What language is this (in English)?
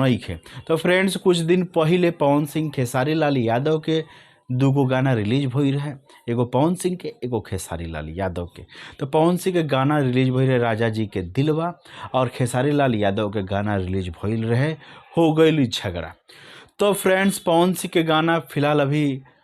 Bhojpuri